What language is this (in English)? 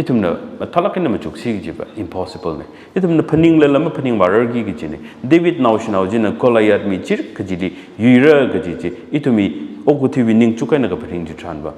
Tangkhul Naga (India)